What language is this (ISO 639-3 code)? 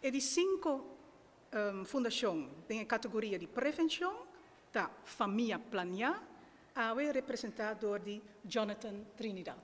pap